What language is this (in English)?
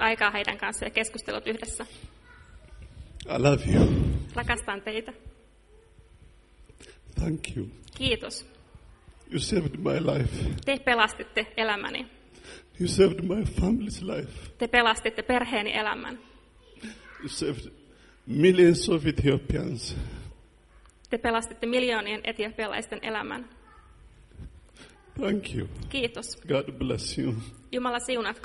Finnish